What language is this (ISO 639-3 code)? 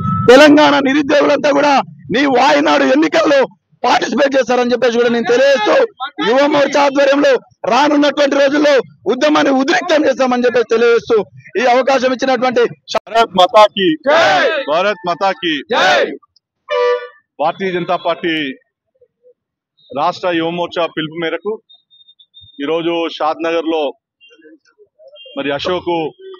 tel